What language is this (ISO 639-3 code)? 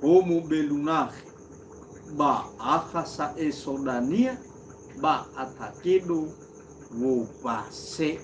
nia